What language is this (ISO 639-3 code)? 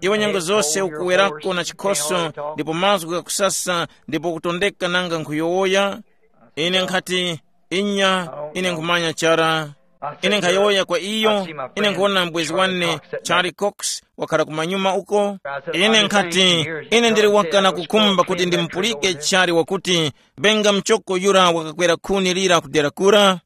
tum